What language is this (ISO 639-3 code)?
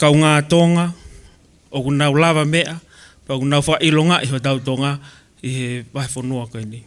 ton